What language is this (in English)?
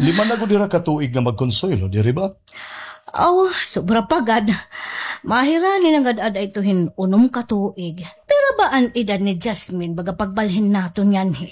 Waray